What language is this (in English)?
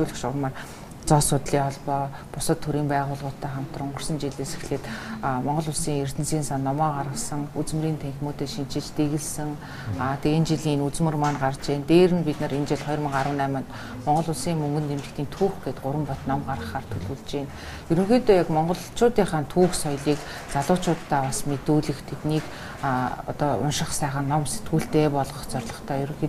Mongolian